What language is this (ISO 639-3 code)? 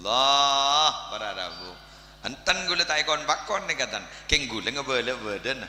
mad